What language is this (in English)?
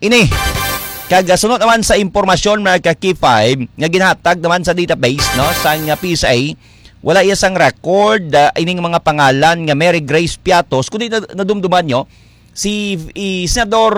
Hiligaynon